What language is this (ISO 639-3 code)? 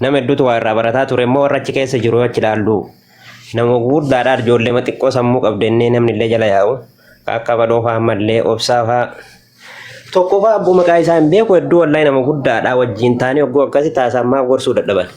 orm